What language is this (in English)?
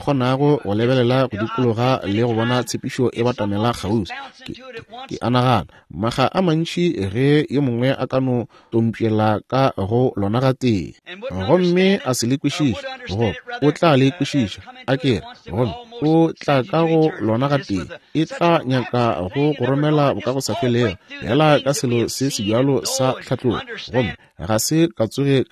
Northern Sotho